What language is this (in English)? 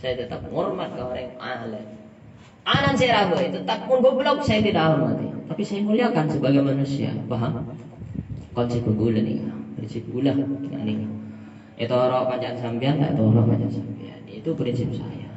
Madurese